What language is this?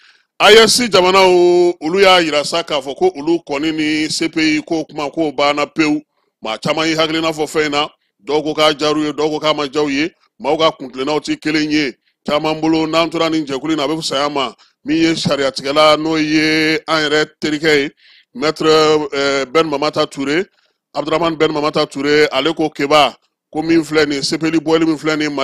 Bambara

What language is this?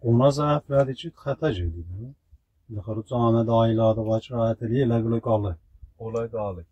South Azerbaijani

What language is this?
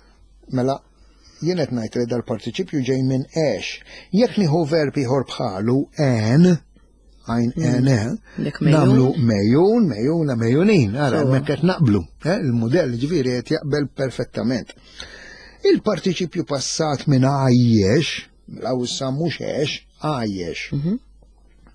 Maltese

